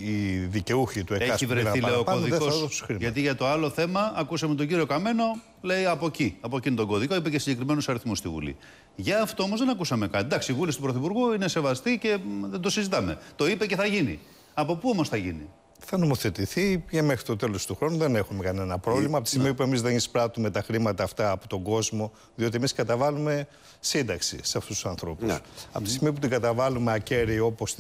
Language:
Greek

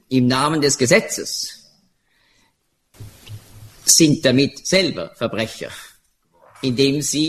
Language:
German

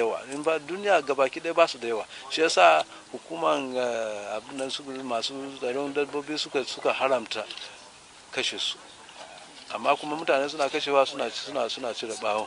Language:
Hausa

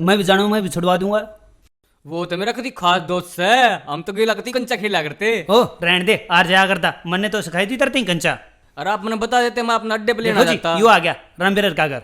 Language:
Haryanvi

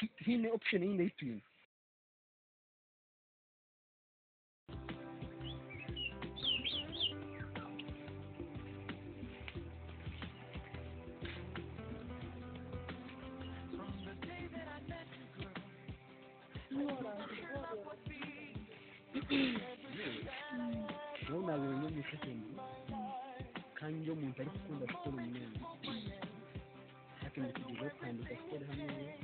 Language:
Kinyarwanda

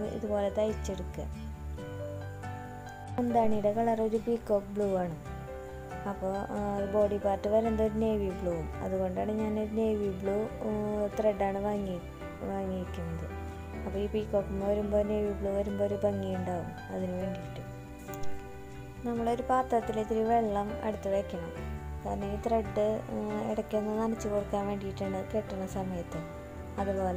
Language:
Malayalam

